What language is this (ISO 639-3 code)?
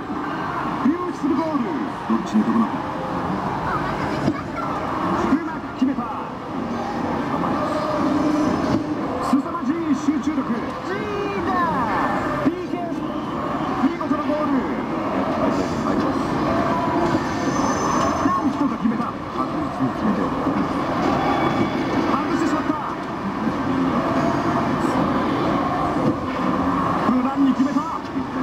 jpn